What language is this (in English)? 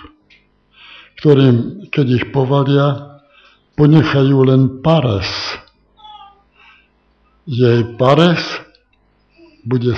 Slovak